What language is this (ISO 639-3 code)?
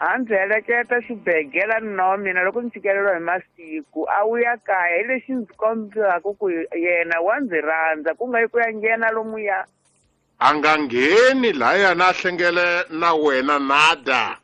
tso